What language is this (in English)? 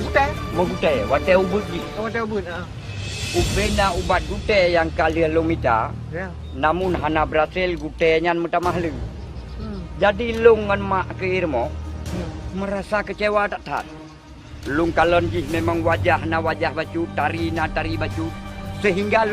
Achinese